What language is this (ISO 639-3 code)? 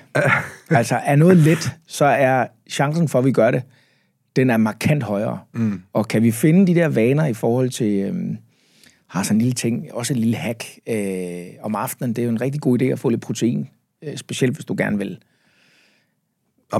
dan